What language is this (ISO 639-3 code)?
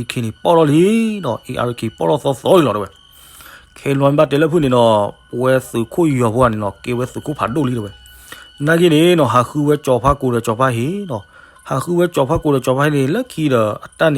ksw